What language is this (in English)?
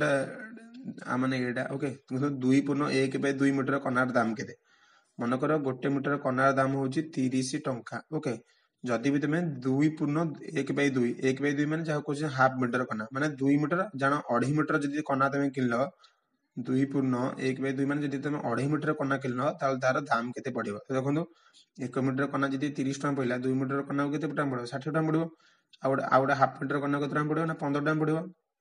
Odia